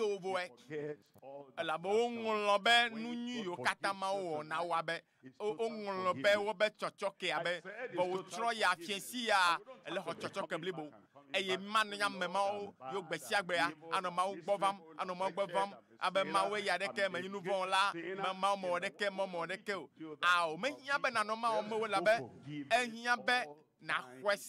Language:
Ewe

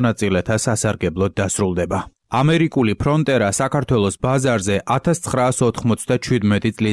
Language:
Georgian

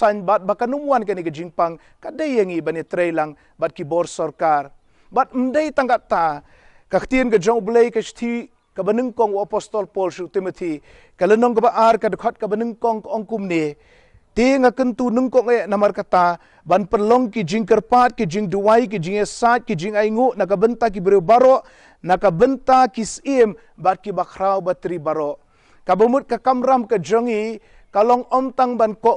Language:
Khasi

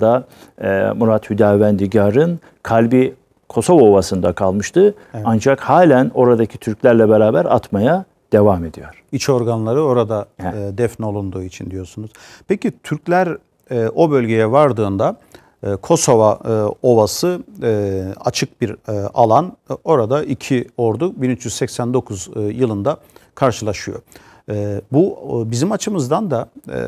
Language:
Turkish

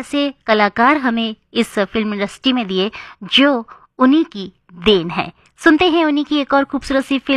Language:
Hindi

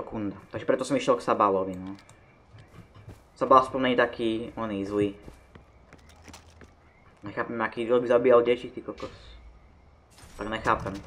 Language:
Slovak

